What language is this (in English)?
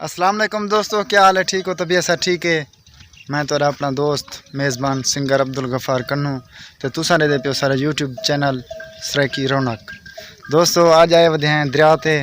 Saraiki